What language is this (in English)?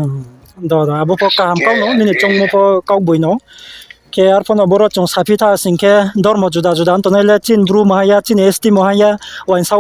Riang (India)